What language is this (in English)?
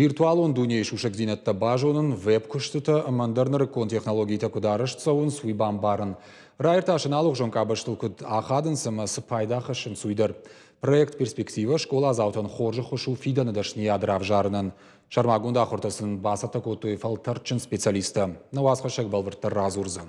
Ossetic